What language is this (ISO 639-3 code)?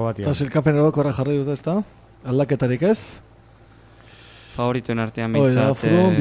eus